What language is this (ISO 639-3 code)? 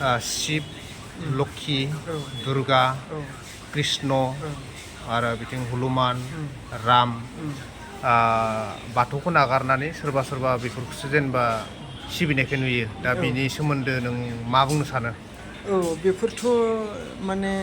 brx